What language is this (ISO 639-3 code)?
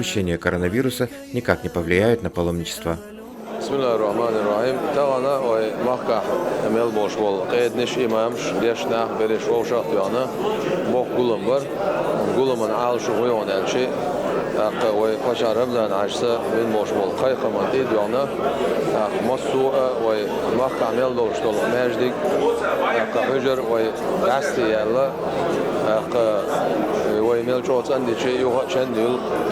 che